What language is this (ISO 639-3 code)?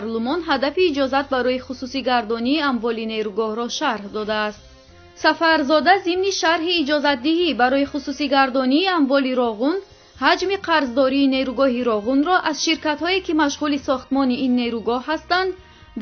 tgk